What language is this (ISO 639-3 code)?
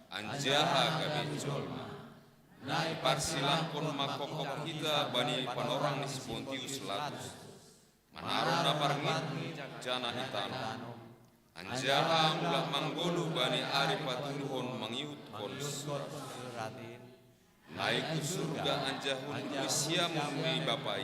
bts